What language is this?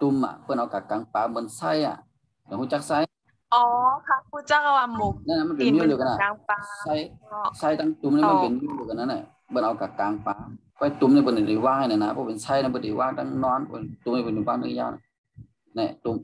Shan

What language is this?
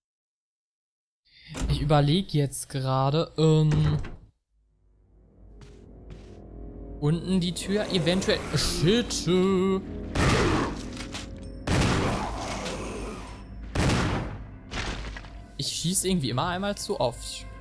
German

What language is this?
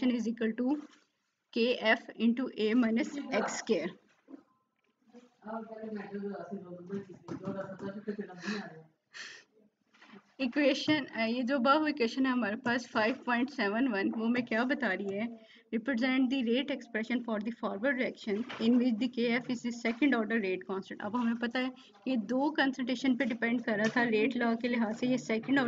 Hindi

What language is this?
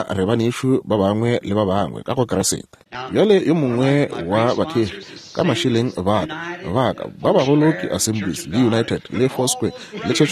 Northern Sotho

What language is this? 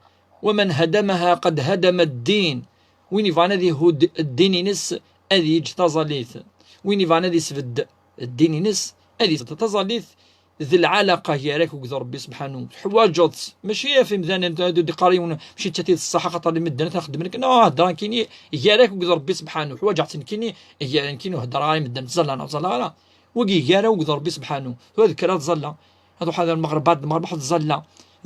Kabyle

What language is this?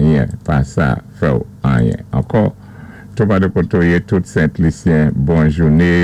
Saint Lucian Creole French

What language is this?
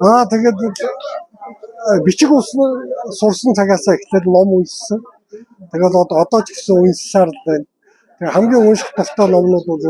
Mongolian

